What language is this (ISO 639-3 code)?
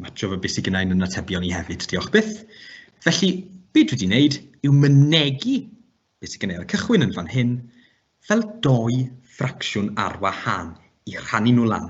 cym